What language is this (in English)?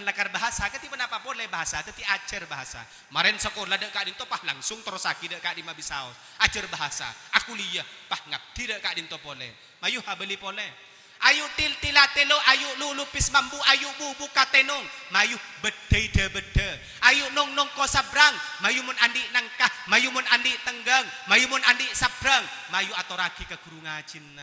Madurese